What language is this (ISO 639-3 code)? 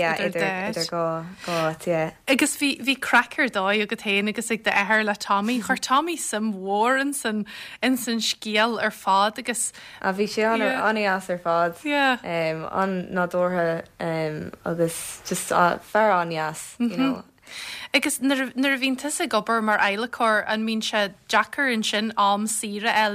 gle